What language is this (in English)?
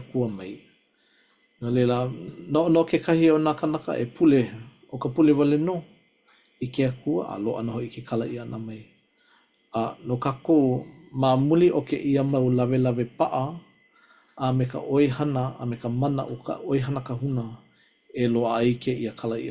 Hawaiian